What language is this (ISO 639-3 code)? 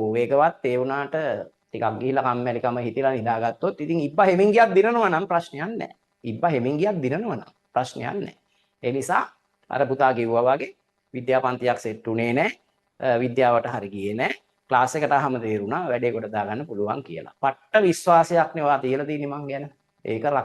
sin